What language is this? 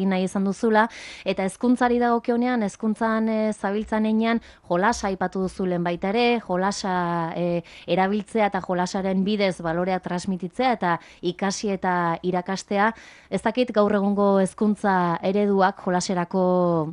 Basque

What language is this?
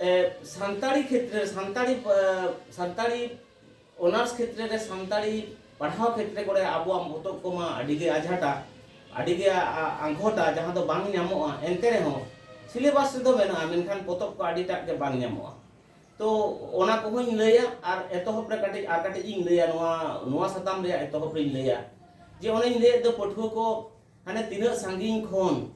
Santali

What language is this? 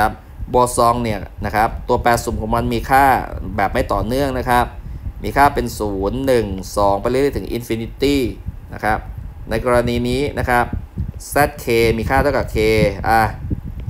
Thai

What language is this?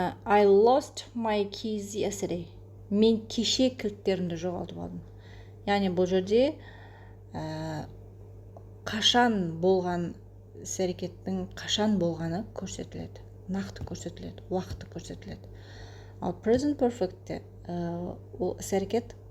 Kazakh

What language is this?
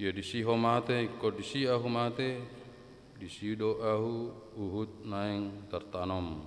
Batak Toba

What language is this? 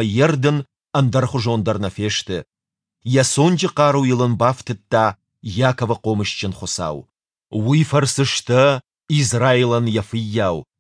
Ossetic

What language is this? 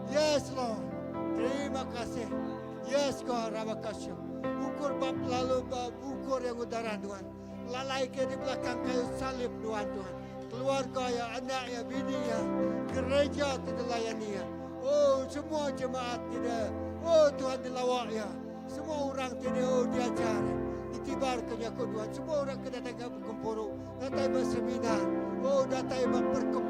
Iban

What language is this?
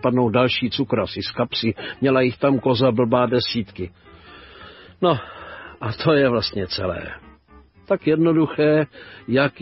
Czech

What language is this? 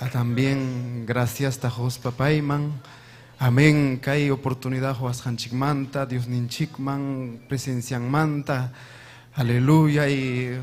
Ayacucho Quechua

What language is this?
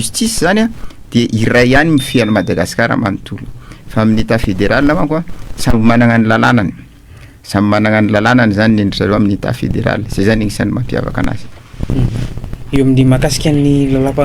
Malagasy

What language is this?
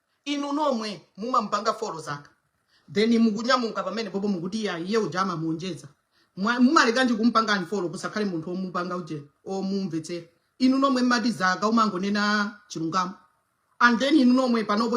Nyanja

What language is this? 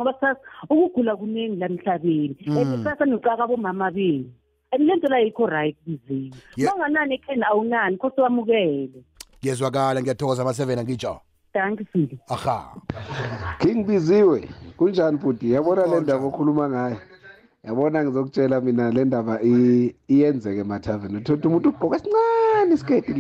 South Ndebele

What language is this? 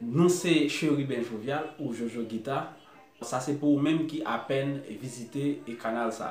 Haitian Creole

